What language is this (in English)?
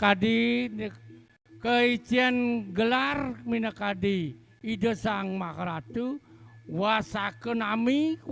Balinese